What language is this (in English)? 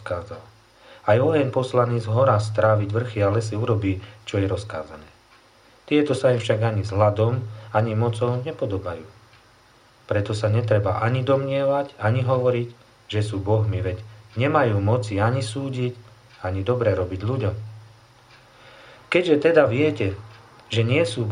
Slovak